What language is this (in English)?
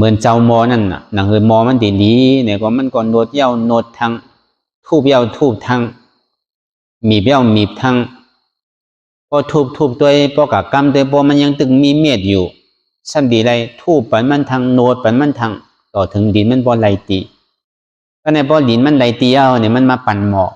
Shan